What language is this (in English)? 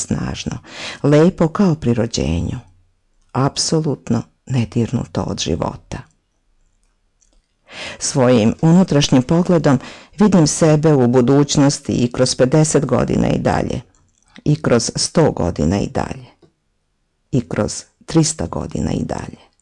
Serbian